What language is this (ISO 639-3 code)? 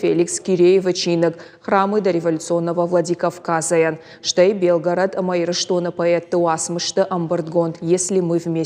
oss